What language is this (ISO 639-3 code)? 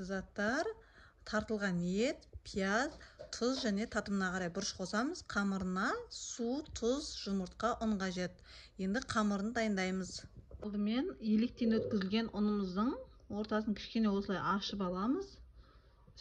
kaz